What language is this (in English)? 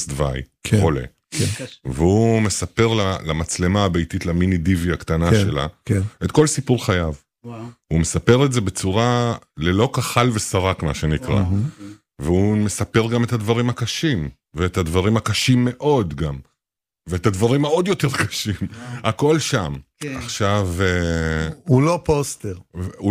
Hebrew